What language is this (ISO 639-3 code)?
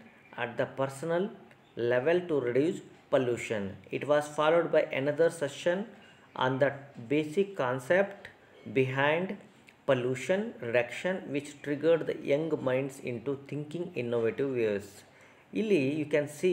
kan